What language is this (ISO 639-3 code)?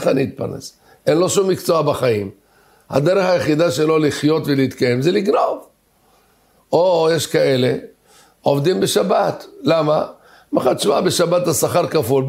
heb